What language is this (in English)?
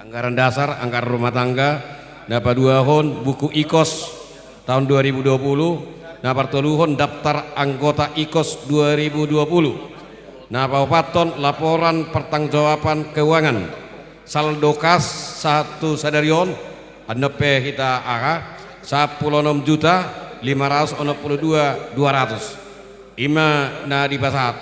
Batak Toba